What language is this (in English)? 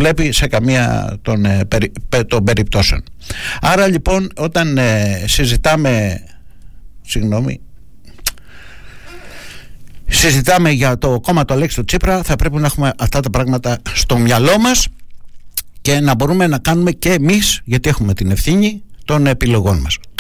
Greek